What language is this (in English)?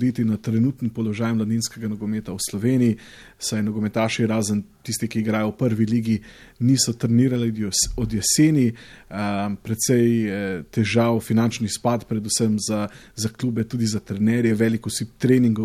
Slovenian